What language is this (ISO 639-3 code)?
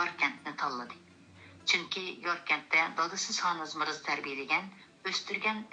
uig